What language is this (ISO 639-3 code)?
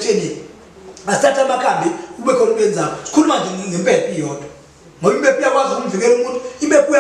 zul